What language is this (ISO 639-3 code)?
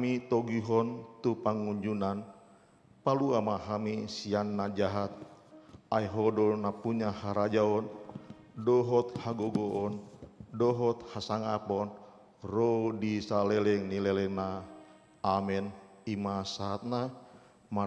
bbc